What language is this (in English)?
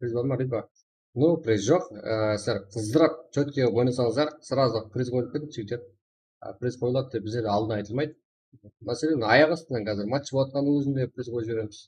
Kara-Kalpak